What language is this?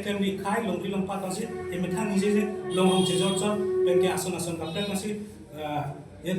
Karbi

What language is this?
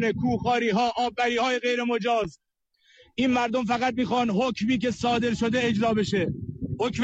Persian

